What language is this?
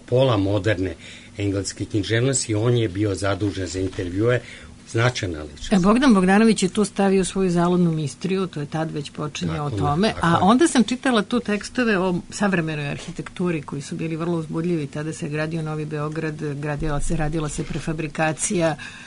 Serbian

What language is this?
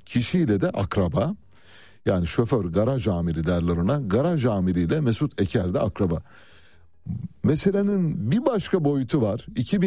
Turkish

